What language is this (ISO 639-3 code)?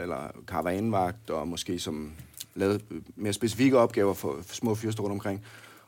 dan